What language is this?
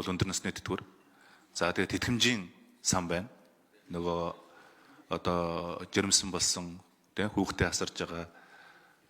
Mongolian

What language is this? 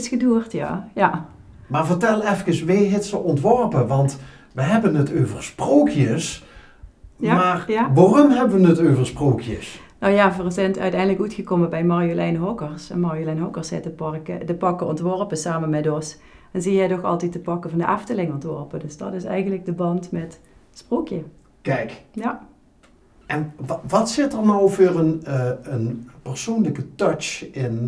Limburgish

